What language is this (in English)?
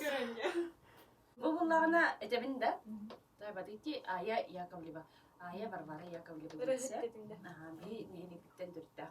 Yakut